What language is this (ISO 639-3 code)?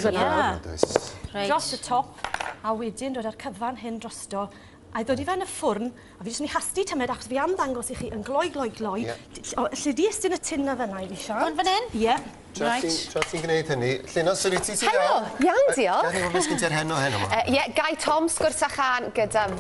cym